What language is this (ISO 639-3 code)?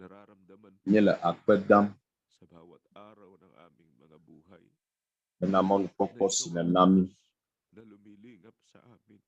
ewe